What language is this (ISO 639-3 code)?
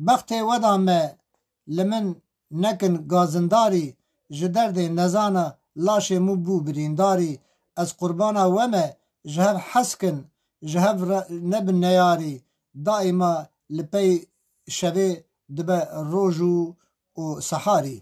kur